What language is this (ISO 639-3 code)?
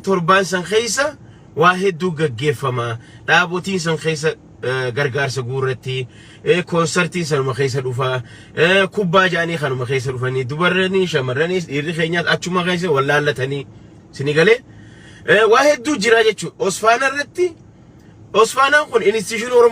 orm